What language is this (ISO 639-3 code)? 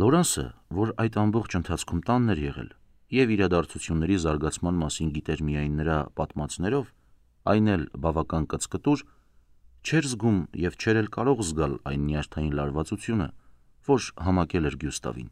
hye